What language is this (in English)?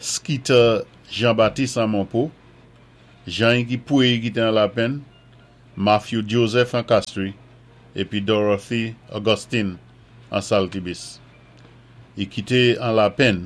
Saint Lucian Creole French